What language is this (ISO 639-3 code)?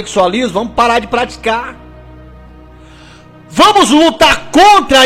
por